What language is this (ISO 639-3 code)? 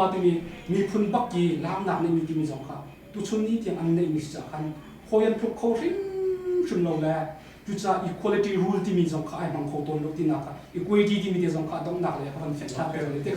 cnh